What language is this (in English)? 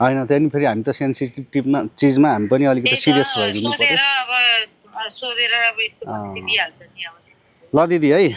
Nepali